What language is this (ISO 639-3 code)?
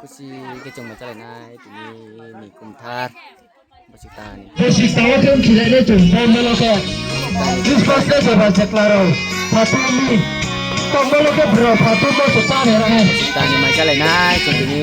ria